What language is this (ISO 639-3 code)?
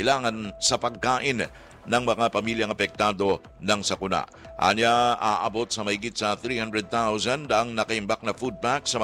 fil